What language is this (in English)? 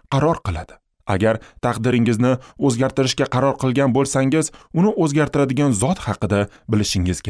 Uzbek